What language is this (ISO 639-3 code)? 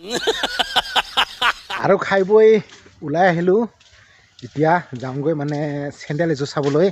asm